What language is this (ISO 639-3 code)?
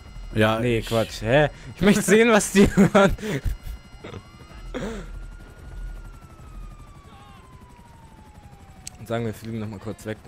deu